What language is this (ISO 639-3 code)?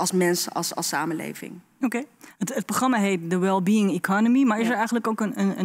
nld